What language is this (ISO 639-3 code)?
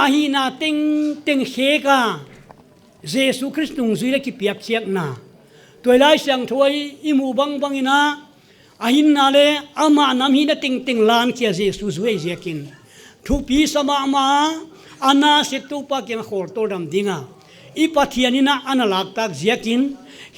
pck